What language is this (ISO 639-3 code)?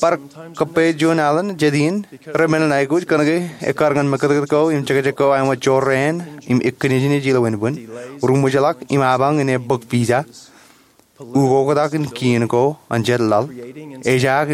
mah